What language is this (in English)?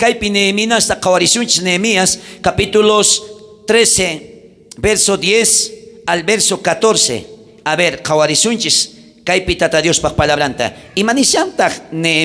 South Bolivian Quechua